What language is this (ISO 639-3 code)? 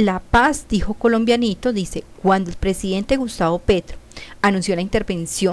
spa